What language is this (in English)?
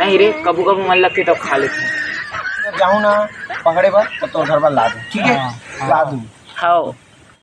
Chhattisgarhi